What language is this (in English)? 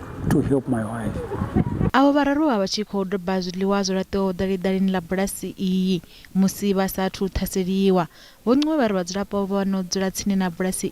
Venda